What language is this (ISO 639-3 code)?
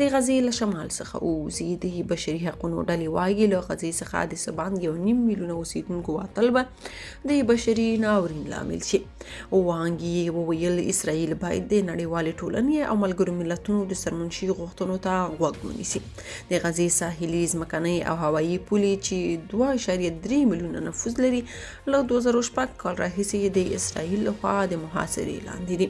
pus